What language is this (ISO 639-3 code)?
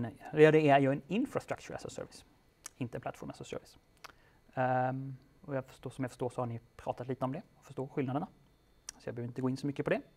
swe